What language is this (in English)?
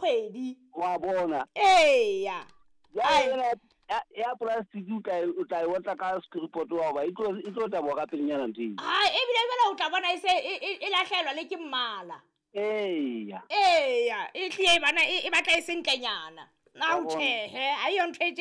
Southern Sotho